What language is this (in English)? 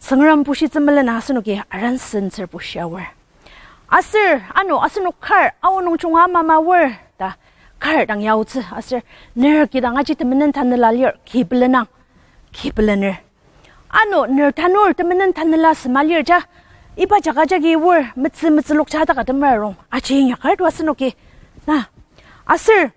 Ao Naga